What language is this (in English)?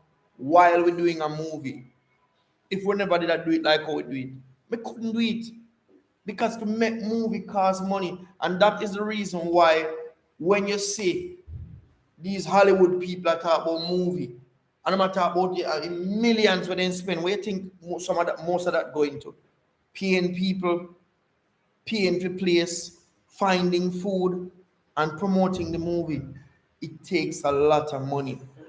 Jamaican Creole English